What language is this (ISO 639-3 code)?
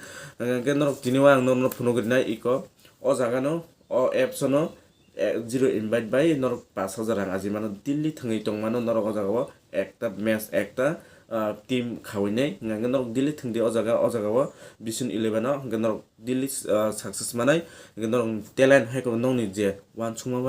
trp